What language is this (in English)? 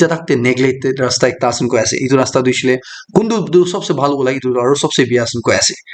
Naga Pidgin